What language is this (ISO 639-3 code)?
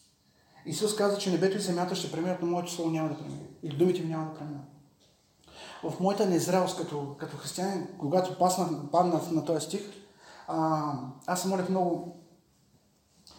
bul